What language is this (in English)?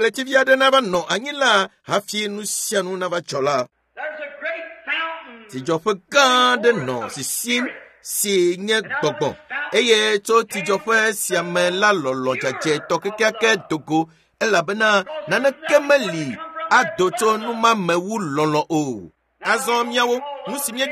Ewe